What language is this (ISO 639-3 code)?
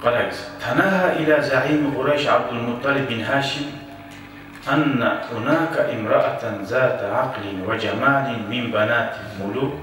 kum